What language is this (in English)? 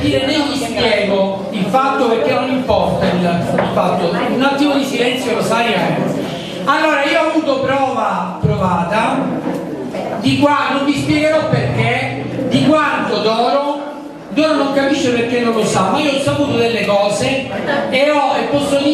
Italian